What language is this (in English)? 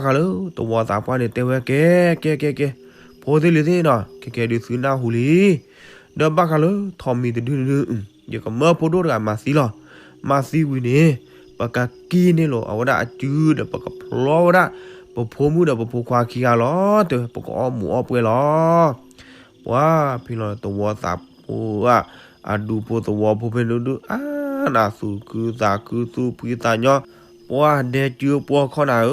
S'gaw Karen